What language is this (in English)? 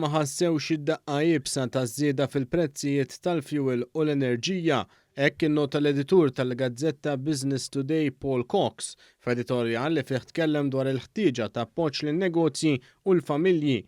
Maltese